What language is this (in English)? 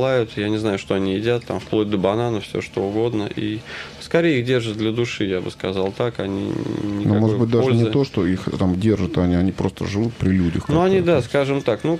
Russian